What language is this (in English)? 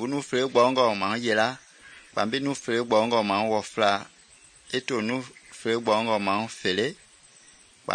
Mende